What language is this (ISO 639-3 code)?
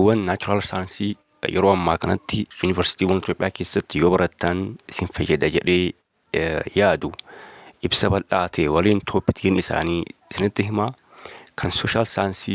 orm